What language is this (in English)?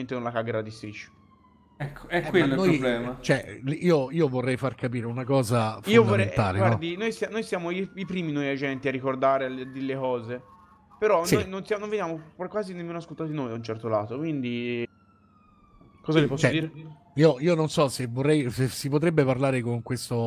Italian